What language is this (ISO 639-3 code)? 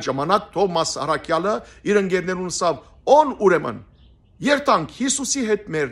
hyw